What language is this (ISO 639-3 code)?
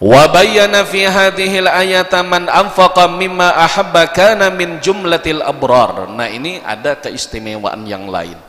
bjn